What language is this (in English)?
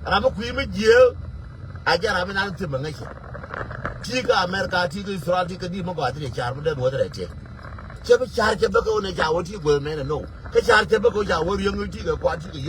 Nuer